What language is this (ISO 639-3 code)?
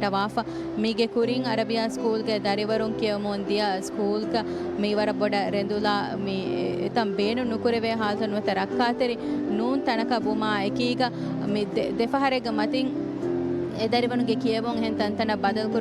div